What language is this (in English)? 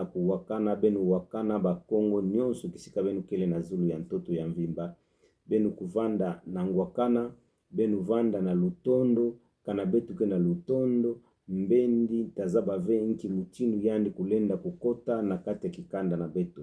Kituba (Democratic Republic of Congo)